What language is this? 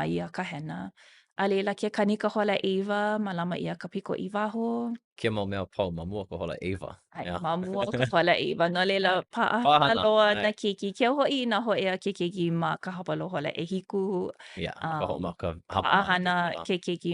Hawaiian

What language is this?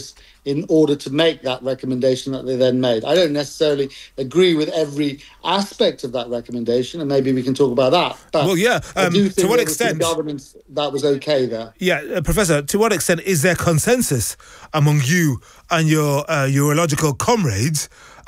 English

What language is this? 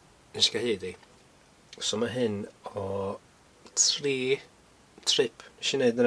Welsh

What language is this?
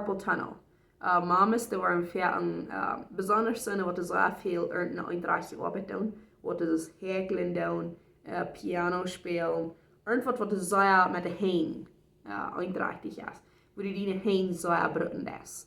Plautdietsch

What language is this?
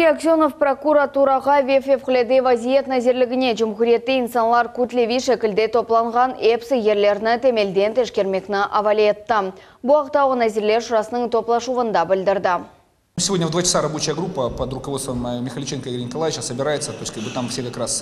Crimean Tatar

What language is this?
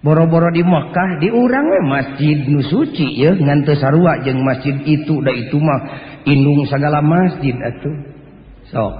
Sundanese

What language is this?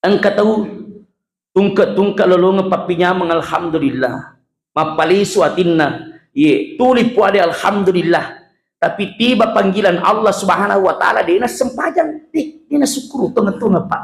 Buginese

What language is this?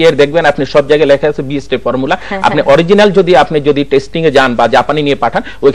Bangla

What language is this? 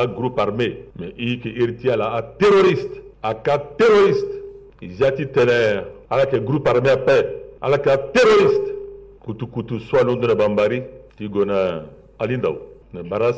Sango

